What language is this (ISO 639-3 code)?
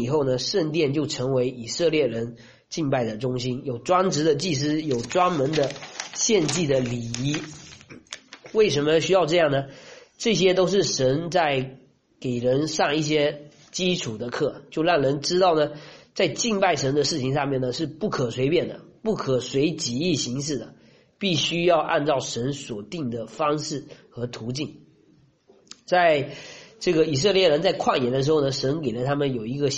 zho